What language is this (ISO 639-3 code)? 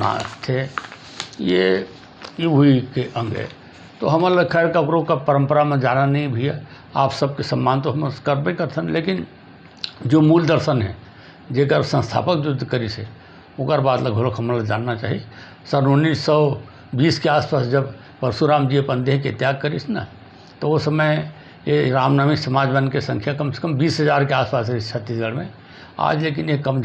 hne